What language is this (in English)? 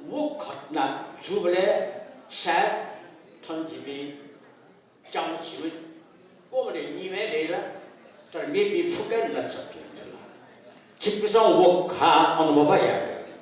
Newari